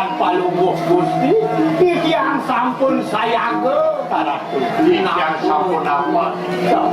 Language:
Balinese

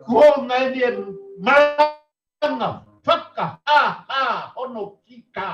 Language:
Tongan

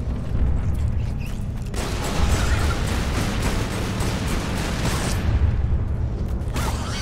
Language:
French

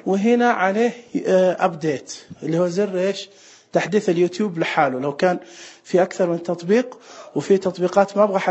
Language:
Najdi Arabic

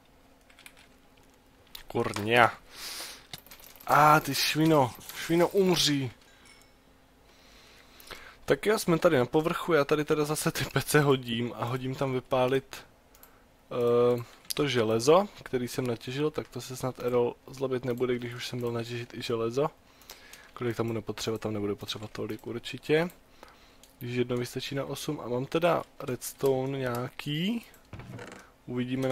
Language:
Czech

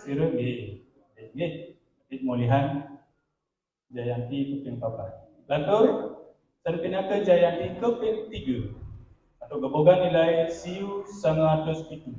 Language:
Balinese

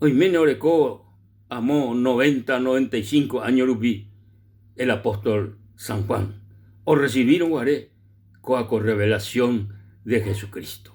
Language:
Guarani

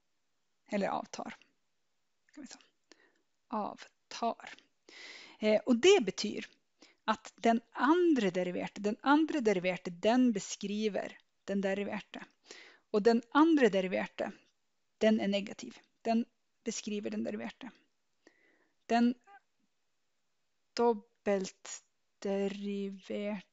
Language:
Norwegian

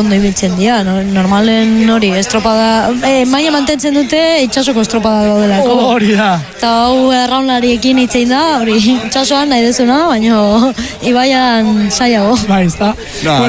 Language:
Basque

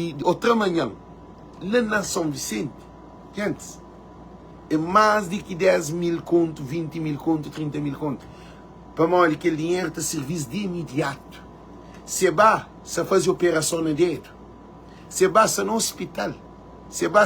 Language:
Kabuverdianu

